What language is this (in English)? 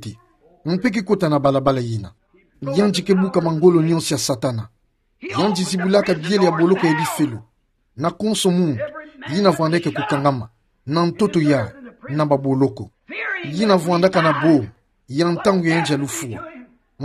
Kituba (Democratic Republic of Congo)